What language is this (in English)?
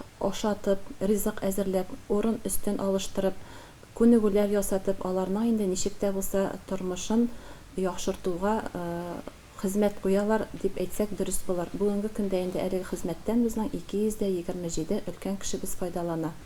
Tatar